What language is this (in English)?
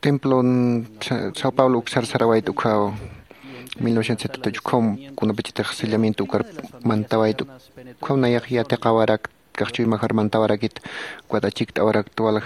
Aymara